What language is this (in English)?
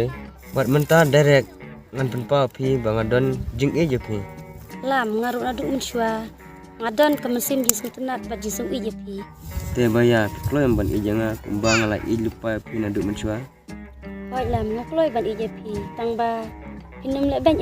Khasi